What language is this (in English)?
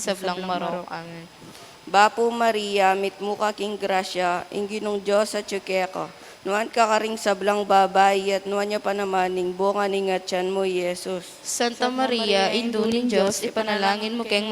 Pampanga